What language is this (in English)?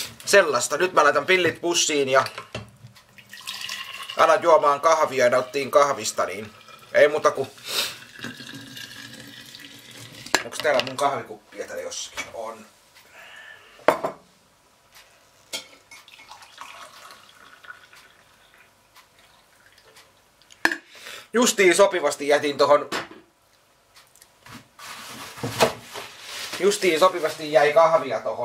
Finnish